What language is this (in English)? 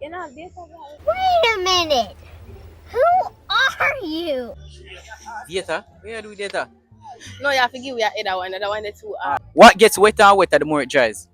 Jamaican Creole English